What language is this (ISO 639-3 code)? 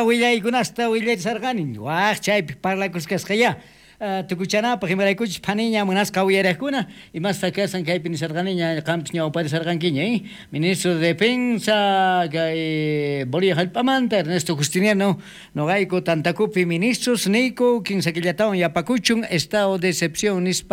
quh